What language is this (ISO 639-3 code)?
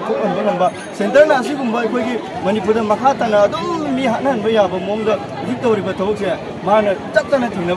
mni